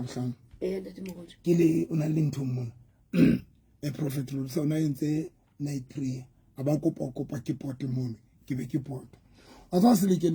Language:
Southern Sotho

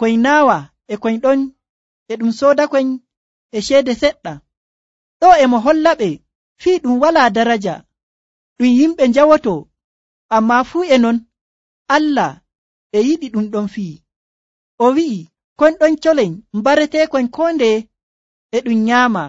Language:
Nigerian Fulfulde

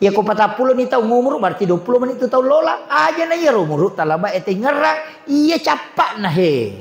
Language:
Buginese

